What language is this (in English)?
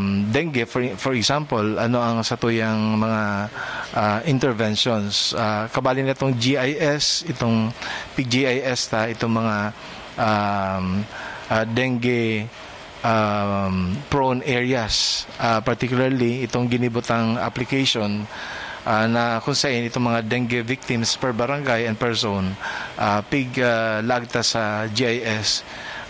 Bikol